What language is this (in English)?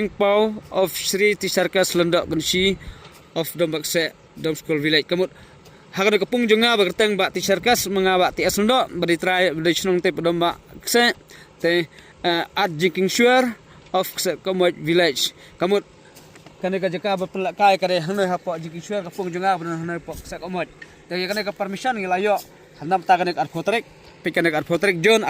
Khasi